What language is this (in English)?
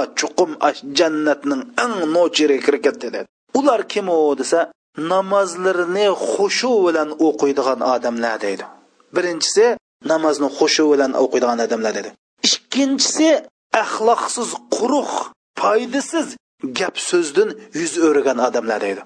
Uyghur